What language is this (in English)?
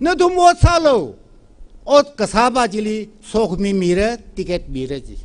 Tangkhul Naga (India)